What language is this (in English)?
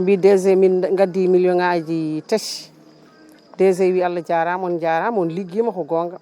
Fula